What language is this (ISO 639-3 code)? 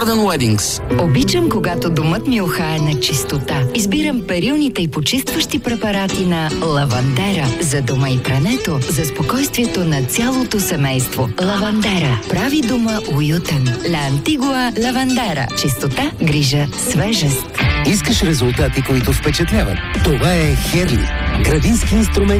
bul